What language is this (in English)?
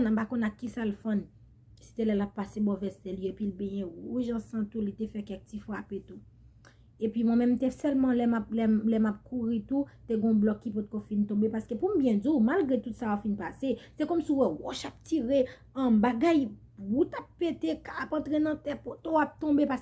Haitian Creole